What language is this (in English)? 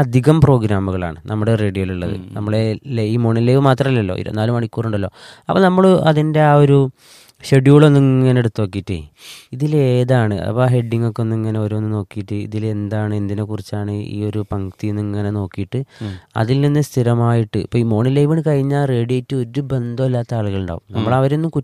Malayalam